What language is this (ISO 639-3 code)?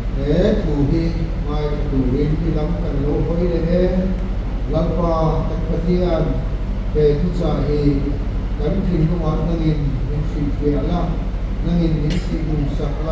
lus